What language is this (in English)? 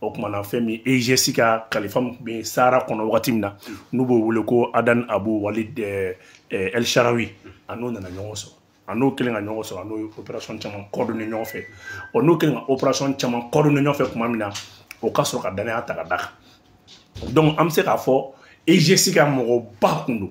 Bambara